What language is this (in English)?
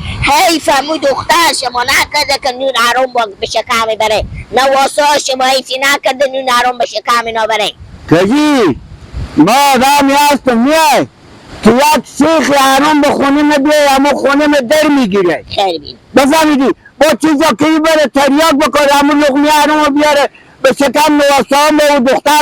Persian